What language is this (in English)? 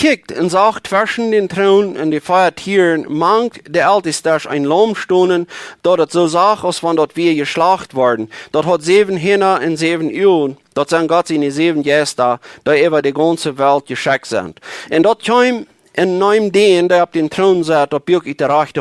Plautdietsch